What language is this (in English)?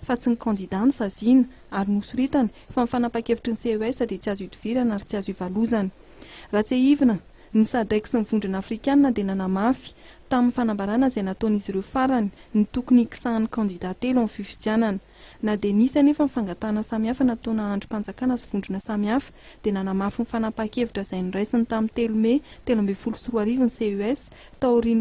Malagasy